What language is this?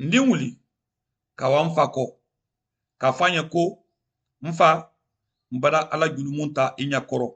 Mandingo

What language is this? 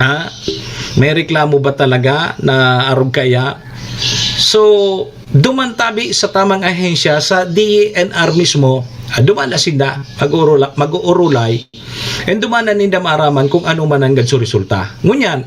Bikol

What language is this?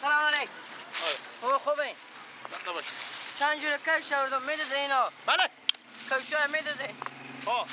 Persian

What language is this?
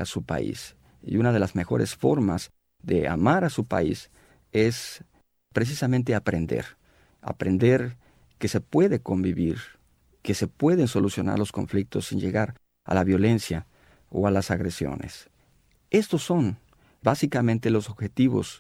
Spanish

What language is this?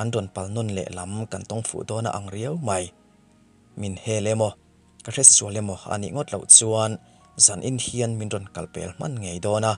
Mizo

